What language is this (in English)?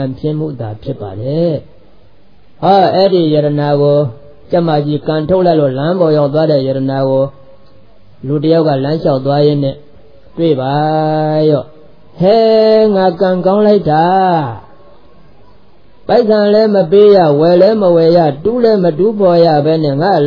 Burmese